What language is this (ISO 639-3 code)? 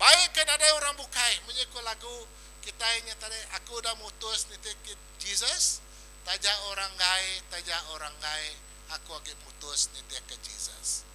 iba